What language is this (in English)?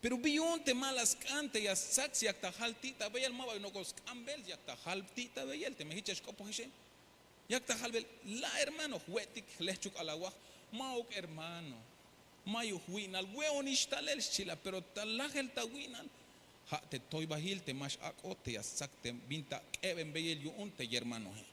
Tzeltal